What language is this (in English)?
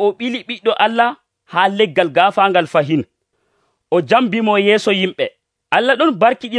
Nigerian Fulfulde